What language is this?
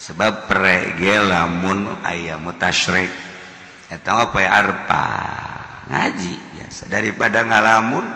Sundanese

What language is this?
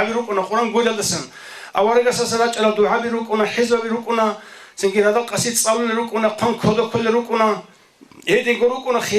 Avaric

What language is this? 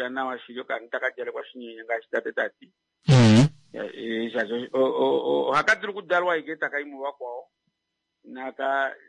Kuanyama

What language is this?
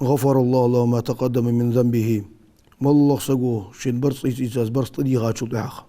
Ingush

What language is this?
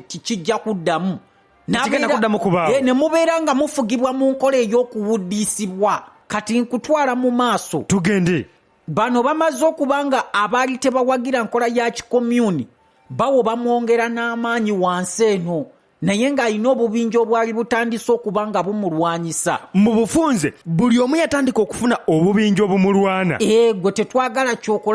Ganda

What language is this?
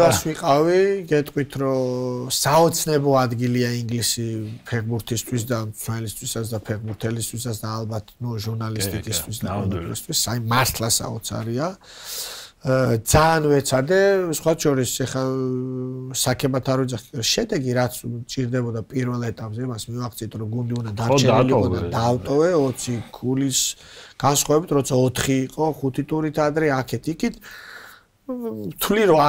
Georgian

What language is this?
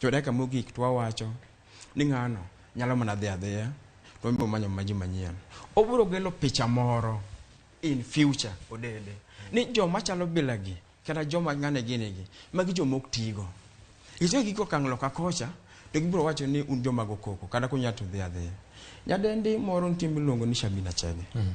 Luo (Kenya and Tanzania)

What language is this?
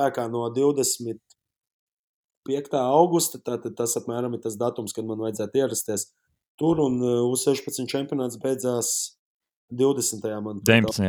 Latvian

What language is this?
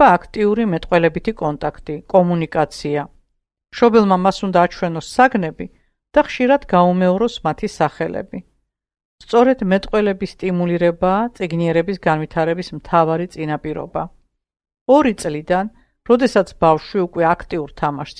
Georgian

